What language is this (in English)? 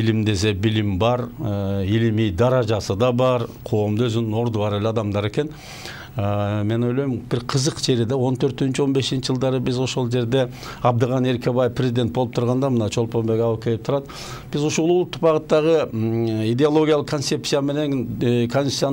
Kyrgyz